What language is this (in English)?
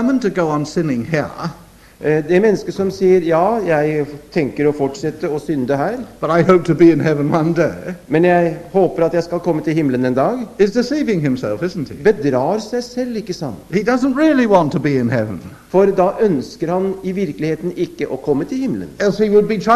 Norwegian